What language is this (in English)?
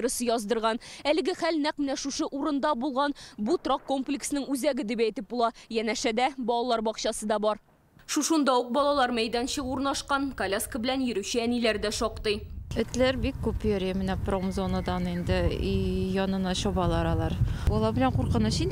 Tatar